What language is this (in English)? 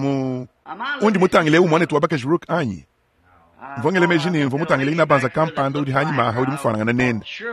Luba-Lulua